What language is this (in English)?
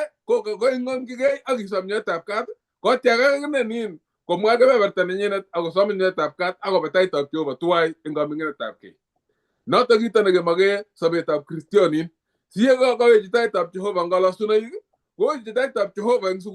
Kalenjin